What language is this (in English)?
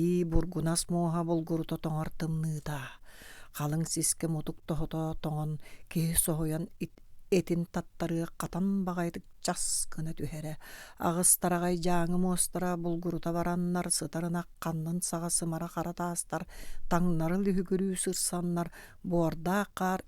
Yakut